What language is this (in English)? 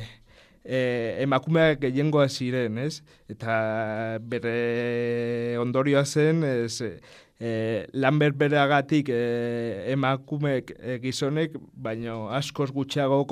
Basque